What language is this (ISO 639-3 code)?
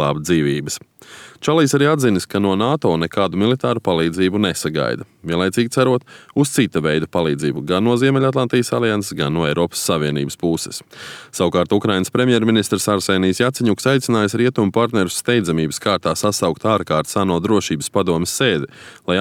lav